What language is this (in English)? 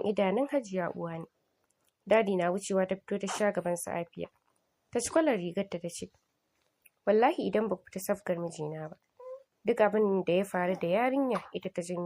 Hausa